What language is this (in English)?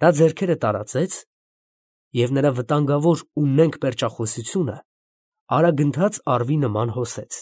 Armenian